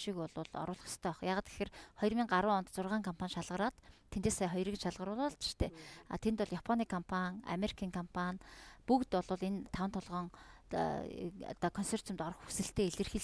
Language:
Mongolian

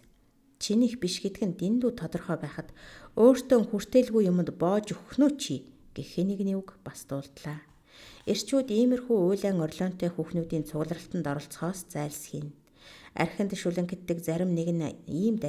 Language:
Mongolian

